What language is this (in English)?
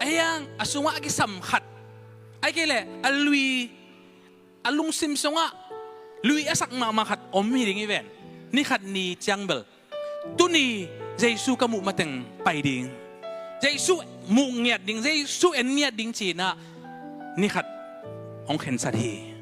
Tedim Chin